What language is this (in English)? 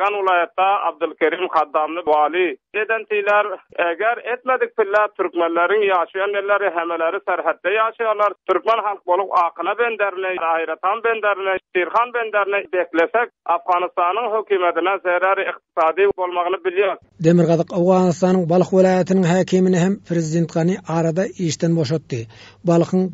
Turkmen